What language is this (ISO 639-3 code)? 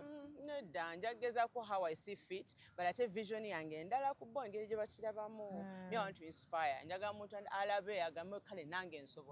lug